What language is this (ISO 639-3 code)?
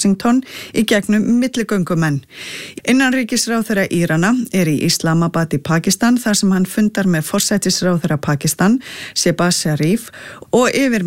isl